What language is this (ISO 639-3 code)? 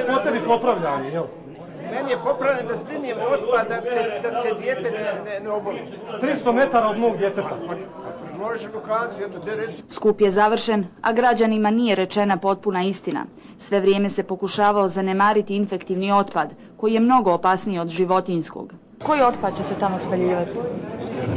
bos